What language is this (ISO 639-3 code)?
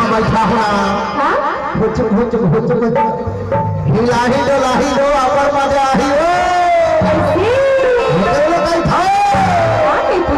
hne